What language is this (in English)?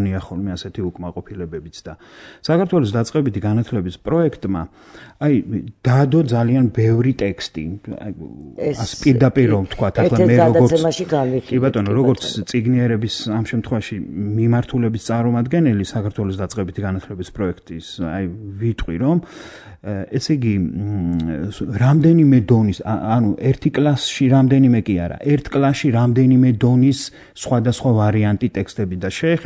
Georgian